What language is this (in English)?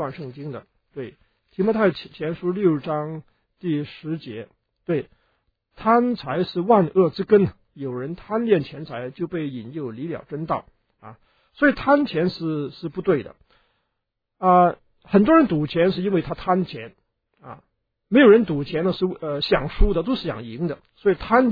Chinese